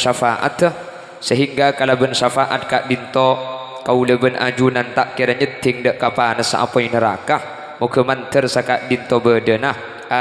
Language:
Madurese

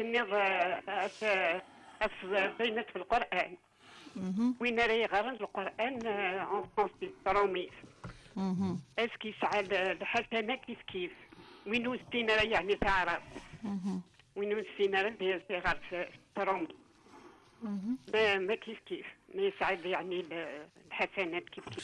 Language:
Kabyle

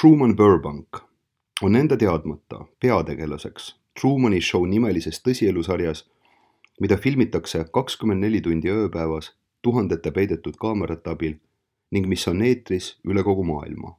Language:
Estonian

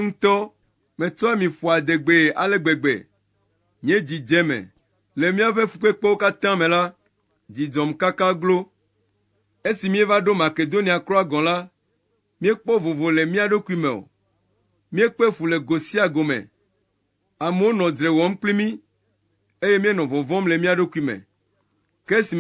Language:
Ewe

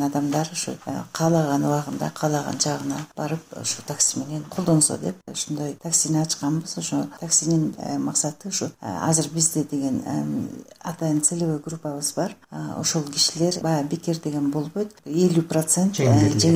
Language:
Kyrgyz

